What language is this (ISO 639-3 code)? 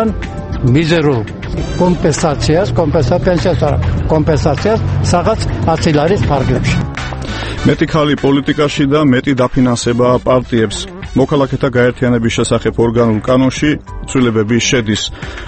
kat